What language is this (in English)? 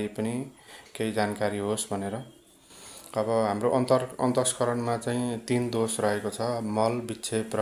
Nepali